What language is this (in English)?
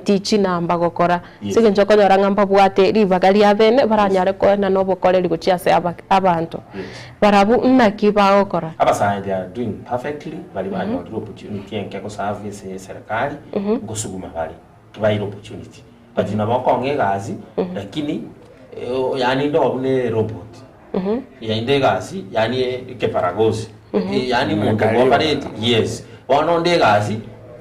Gusii